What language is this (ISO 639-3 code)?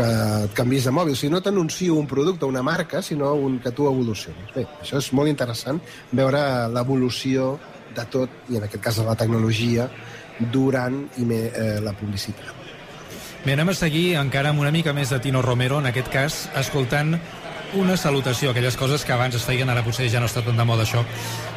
cat